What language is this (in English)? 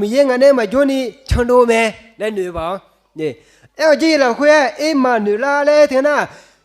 Akha